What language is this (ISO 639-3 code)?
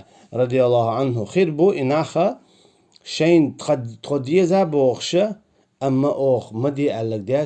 che